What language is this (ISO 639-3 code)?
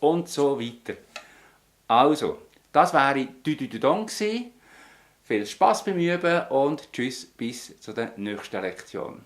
gsw